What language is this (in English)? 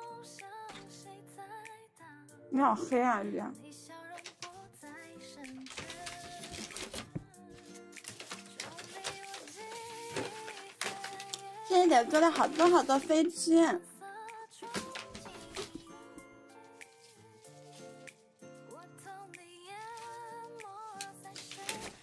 Chinese